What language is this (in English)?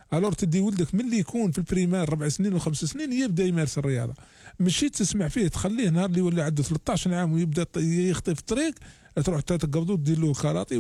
Algerian Arabic